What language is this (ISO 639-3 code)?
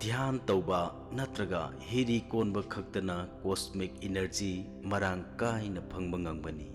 mni